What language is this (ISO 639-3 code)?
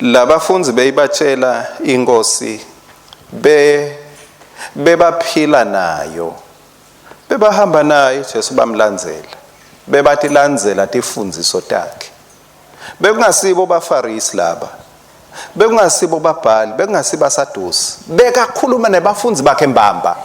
ssw